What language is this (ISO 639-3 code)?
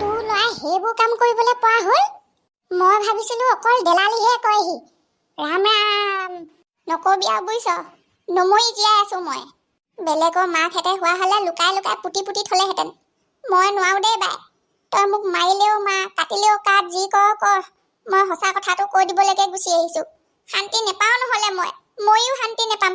asm